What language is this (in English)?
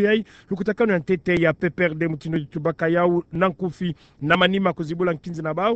Kituba (Democratic Republic of Congo)